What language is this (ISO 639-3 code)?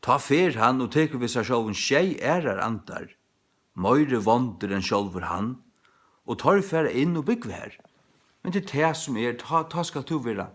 fao